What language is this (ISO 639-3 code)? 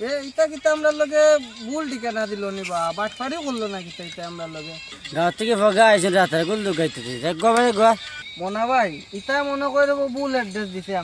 syl